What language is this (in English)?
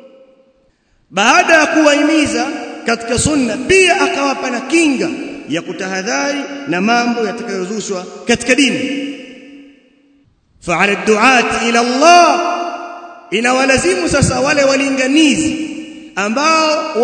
Swahili